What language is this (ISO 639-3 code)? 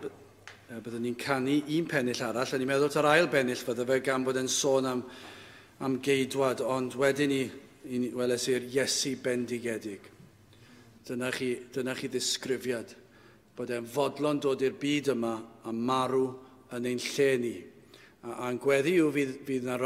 cym